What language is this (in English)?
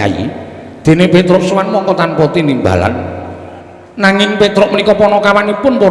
Javanese